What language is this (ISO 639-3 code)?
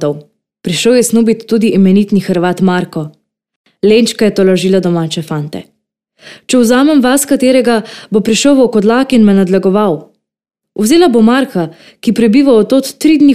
slv